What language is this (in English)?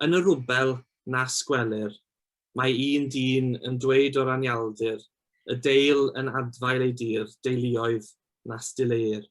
Welsh